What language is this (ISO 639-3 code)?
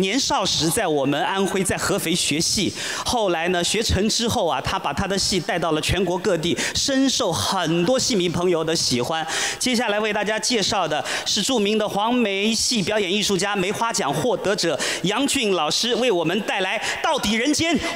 zho